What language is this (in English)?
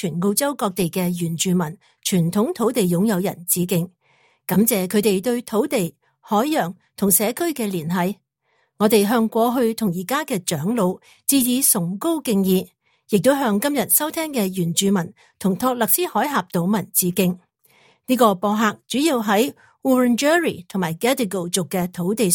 Cantonese